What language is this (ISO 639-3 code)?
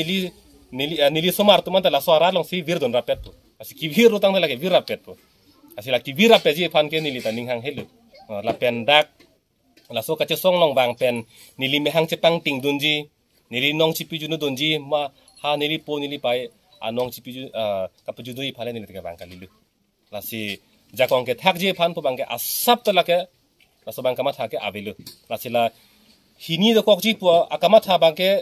mjw